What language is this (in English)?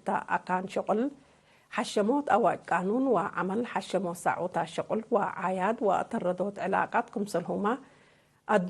Tigre